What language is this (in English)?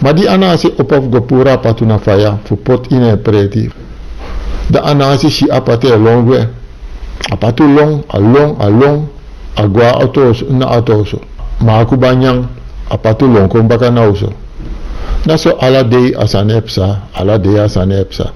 Sranan Tongo